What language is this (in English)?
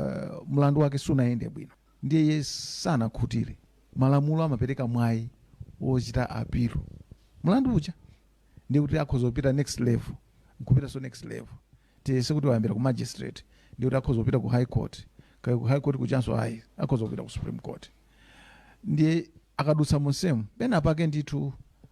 Nyanja